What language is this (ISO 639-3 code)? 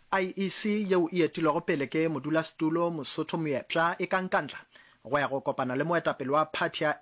nso